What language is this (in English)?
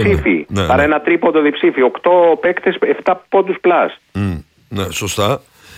Greek